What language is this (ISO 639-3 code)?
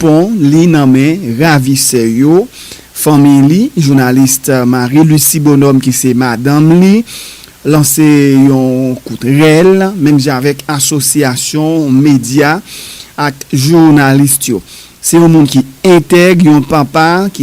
hat